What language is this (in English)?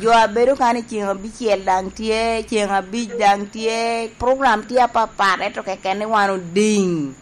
Lango (Uganda)